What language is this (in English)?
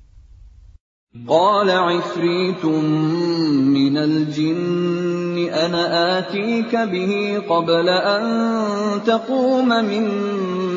Indonesian